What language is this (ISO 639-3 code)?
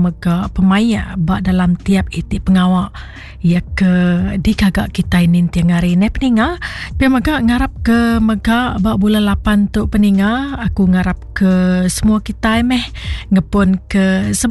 iba